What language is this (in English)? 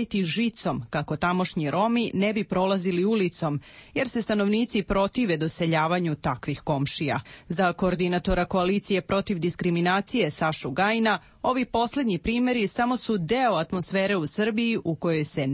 Croatian